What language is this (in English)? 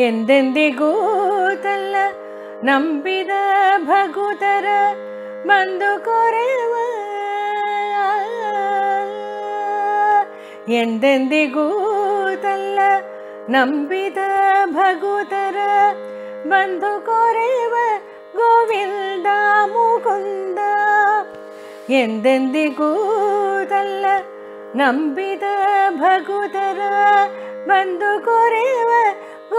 Kannada